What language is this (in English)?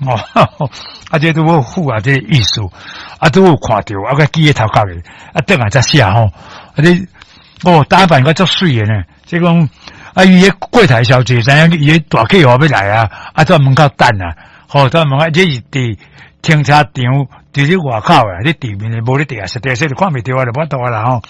Min Nan Chinese